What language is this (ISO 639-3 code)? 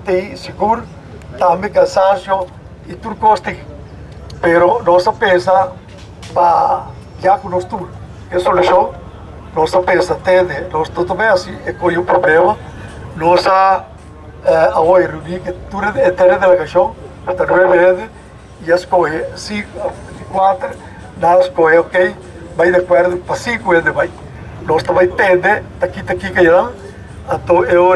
pap